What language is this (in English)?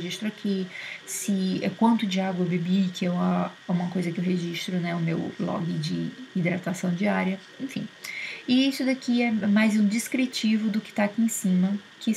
Portuguese